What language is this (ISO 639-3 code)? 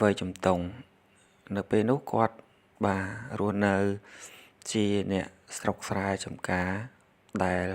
khm